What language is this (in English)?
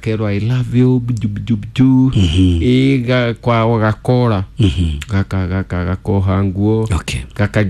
Kikuyu